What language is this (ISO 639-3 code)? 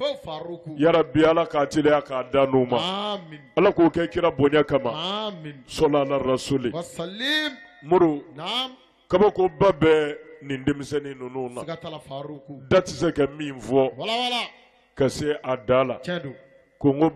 bam